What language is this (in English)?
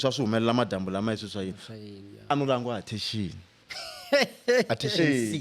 Tsonga